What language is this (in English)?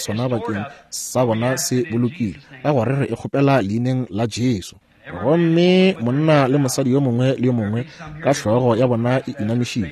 Northern Sotho